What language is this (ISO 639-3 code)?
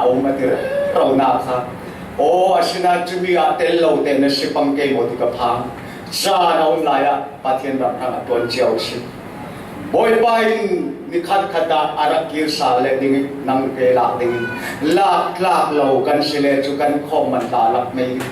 cfm